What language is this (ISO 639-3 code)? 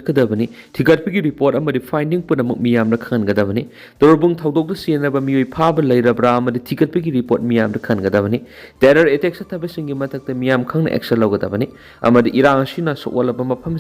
mni